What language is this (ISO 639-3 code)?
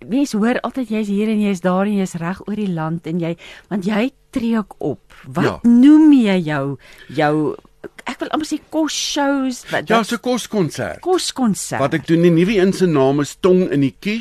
afr